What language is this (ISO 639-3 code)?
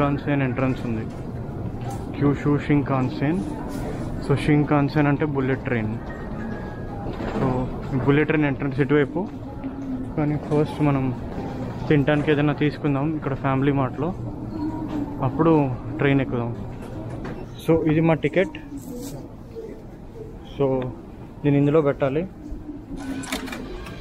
tel